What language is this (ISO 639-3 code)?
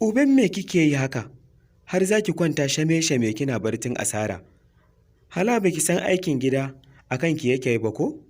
hau